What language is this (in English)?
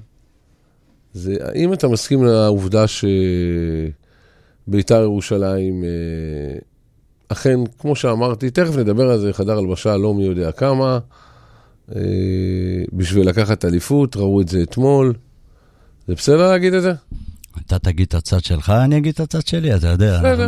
Hebrew